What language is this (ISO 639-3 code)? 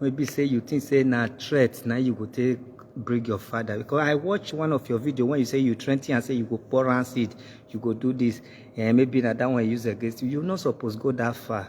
pcm